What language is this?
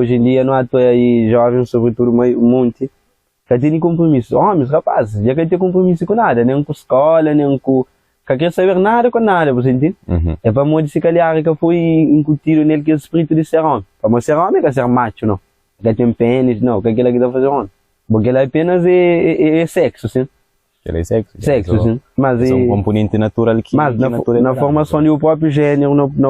Kabuverdianu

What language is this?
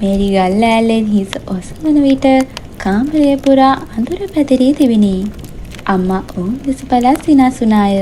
Sinhala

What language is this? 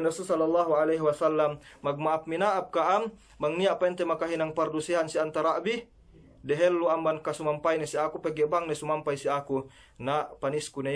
Yakan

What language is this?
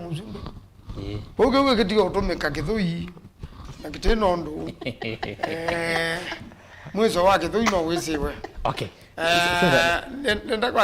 Kamba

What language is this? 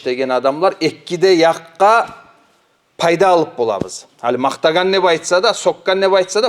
Kumyk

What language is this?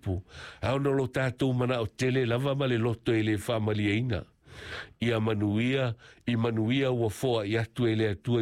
Samoan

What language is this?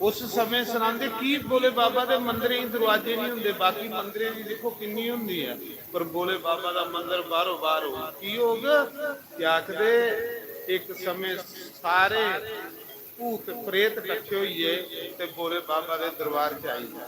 Dogri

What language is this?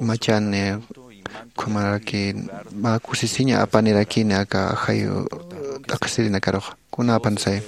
Aymara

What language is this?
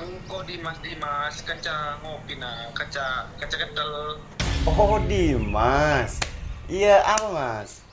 Madurese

